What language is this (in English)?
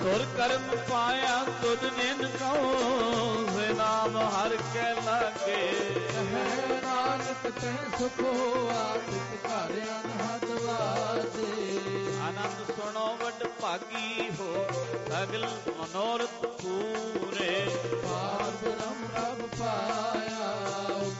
Punjabi